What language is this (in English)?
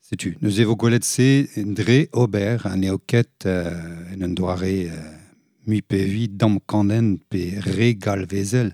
Breton